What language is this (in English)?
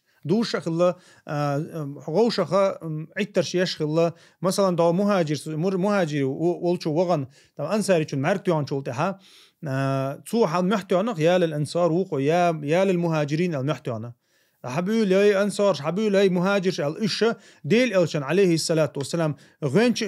Chechen